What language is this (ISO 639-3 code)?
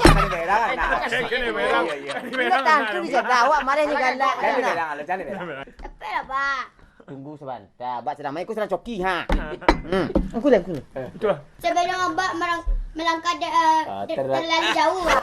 min